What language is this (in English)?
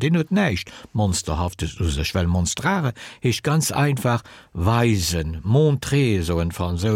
Luxembourgish